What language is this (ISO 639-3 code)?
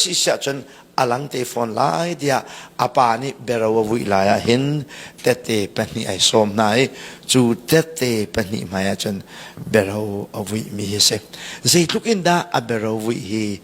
cnh